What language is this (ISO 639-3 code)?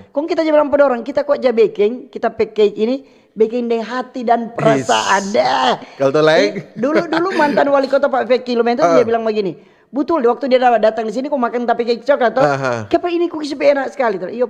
xmm